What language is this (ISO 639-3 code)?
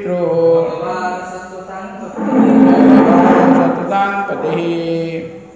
ori